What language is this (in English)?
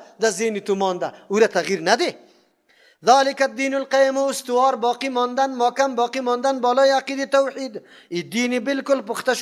Persian